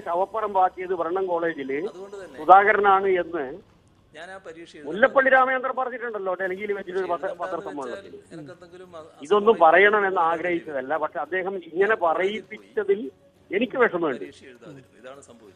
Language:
Malayalam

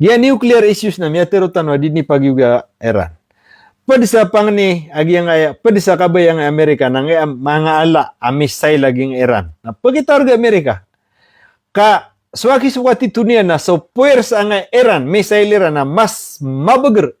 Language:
Maranao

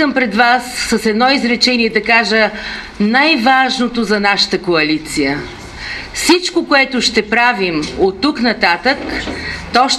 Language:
Bulgarian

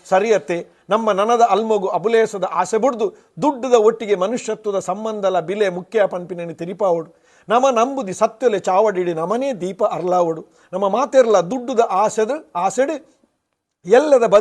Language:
Tulu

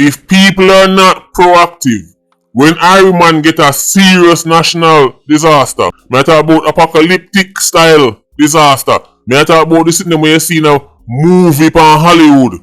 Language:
Jamaican Creole English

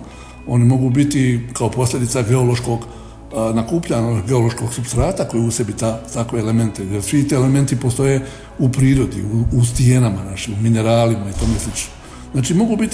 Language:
Croatian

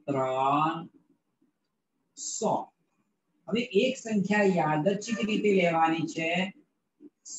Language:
Gujarati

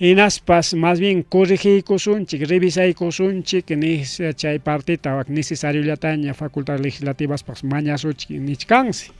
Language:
Ayacucho Quechua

